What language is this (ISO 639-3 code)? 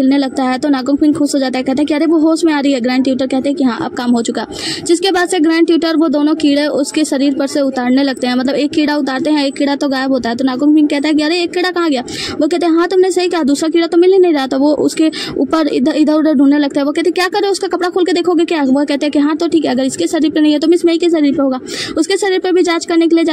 hin